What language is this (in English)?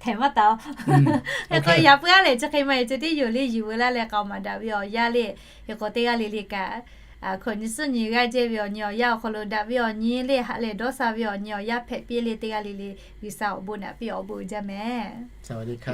Lahu